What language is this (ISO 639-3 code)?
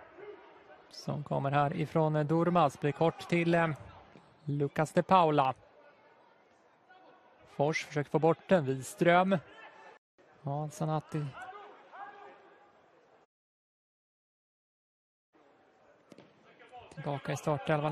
swe